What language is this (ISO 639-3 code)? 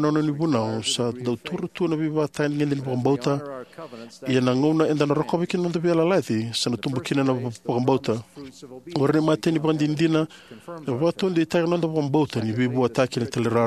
fij